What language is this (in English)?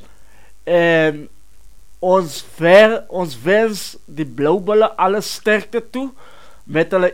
Afrikaans